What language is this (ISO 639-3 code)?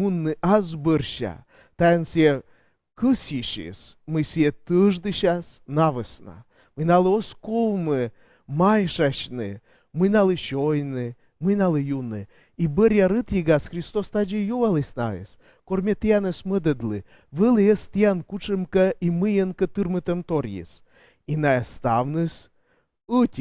kom